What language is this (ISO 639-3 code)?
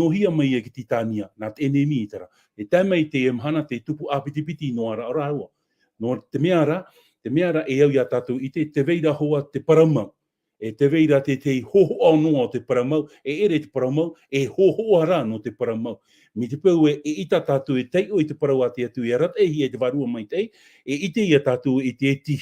tah